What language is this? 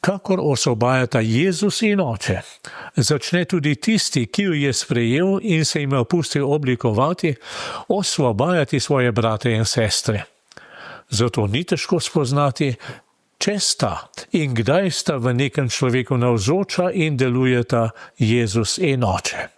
Slovenian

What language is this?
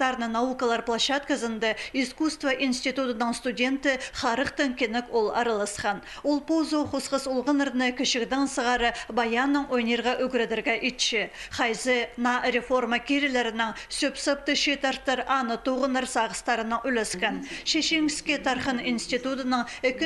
Khakas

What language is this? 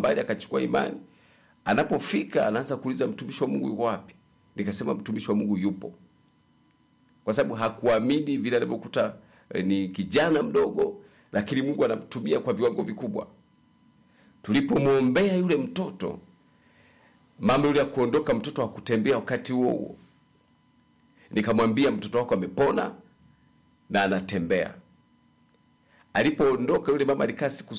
Swahili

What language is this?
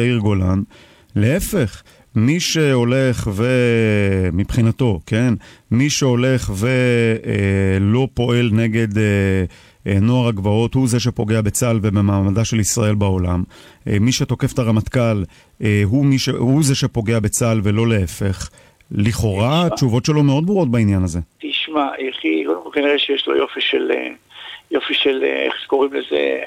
Hebrew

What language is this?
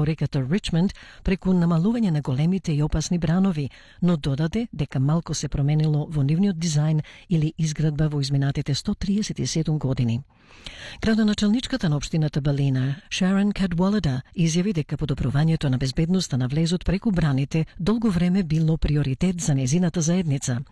Macedonian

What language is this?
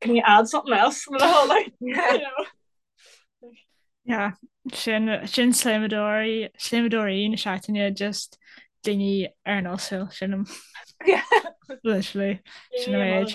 Irish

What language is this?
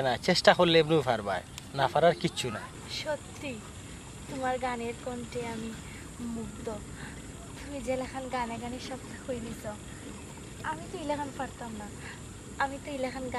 Sylheti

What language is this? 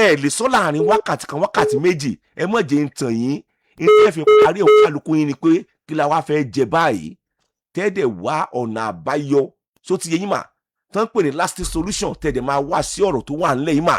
Yoruba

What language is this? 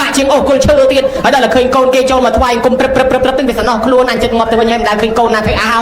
Khmer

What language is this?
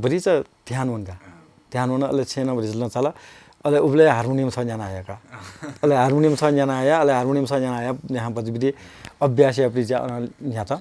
Newari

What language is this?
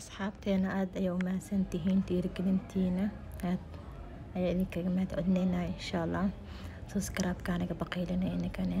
Somali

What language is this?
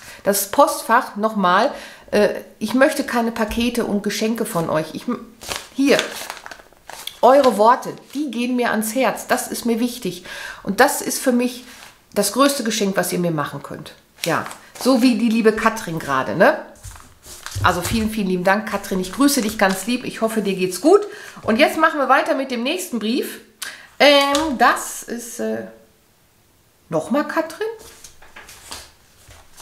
German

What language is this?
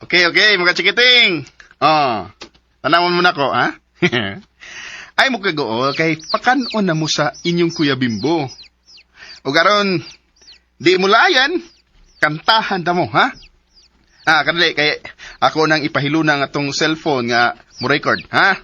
Cebuano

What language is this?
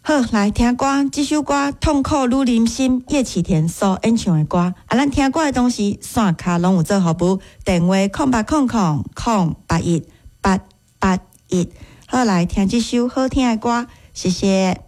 Min Nan Chinese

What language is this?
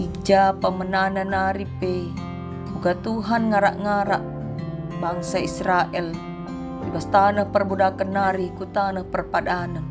Batak Karo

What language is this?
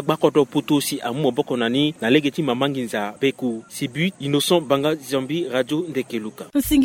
Sango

